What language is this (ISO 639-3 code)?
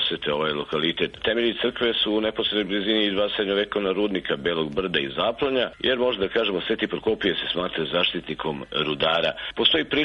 srp